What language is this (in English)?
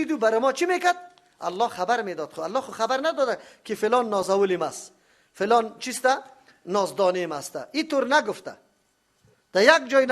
Persian